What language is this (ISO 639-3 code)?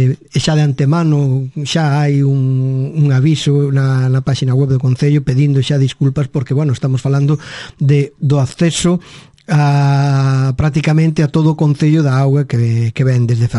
glg